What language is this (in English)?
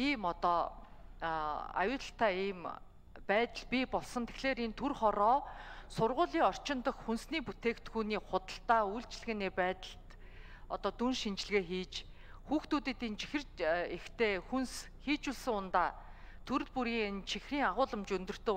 Mongolian